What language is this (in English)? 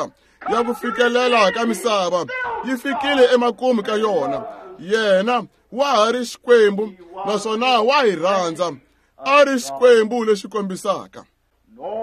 Tsonga